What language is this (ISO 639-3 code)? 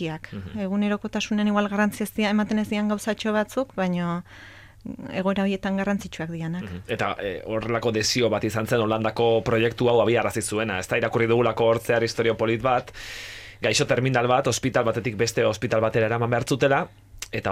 eus